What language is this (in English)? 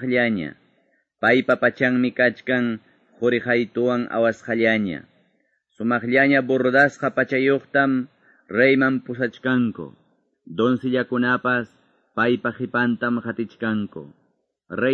Quechua